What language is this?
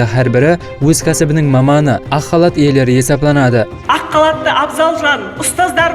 Kara-Kalpak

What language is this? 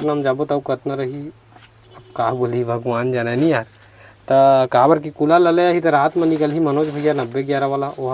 Chhattisgarhi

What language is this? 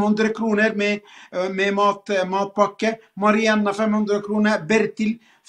Norwegian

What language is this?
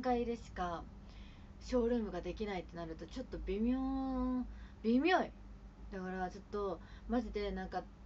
Japanese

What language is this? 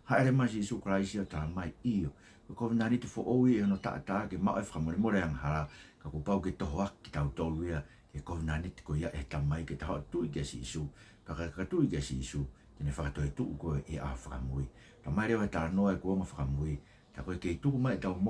Tongan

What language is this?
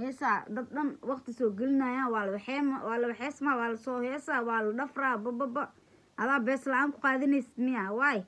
Somali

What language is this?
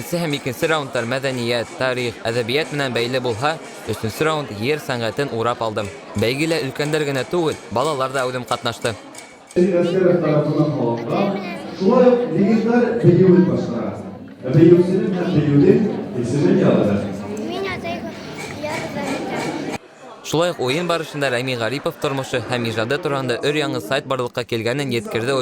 Bashkir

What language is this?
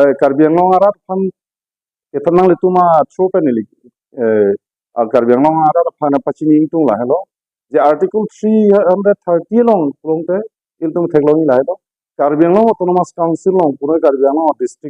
Karbi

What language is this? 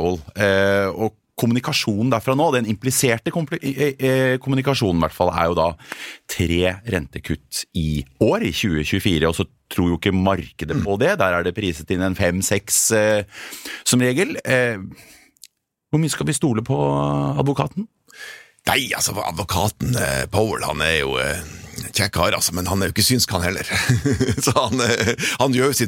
Norwegian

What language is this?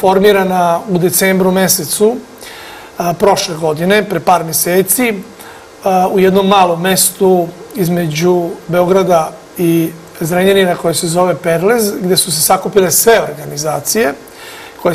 Serbian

